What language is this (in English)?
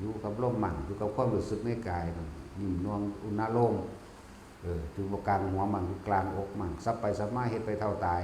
Northeastern Thai